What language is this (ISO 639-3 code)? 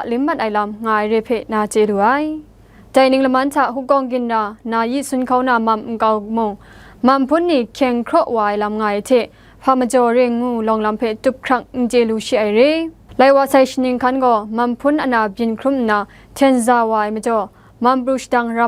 kac